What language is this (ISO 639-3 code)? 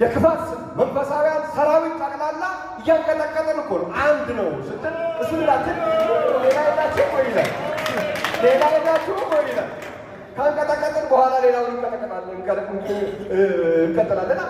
amh